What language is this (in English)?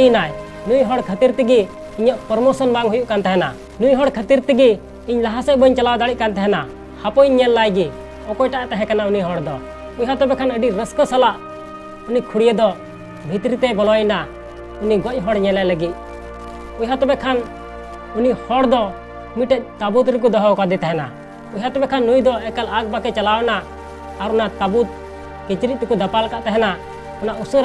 Santali